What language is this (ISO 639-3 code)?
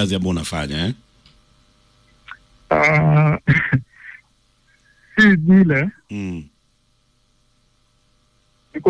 swa